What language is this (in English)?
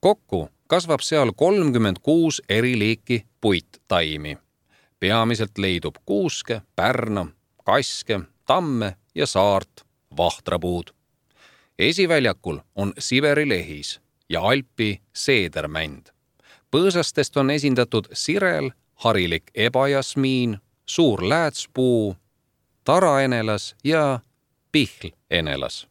Estonian